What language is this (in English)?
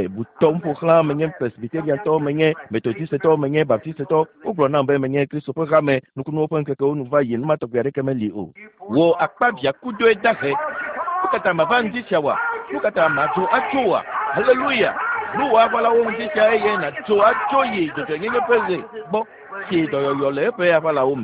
Ewe